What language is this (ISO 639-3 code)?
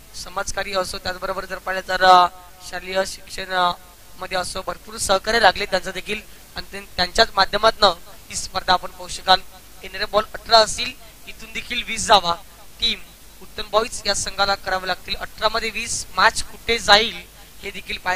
mar